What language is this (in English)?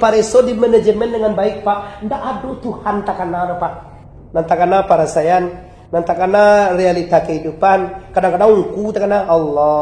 Minangkabau